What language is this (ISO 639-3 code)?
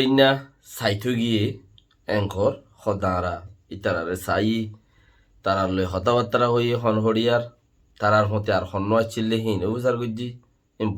rhg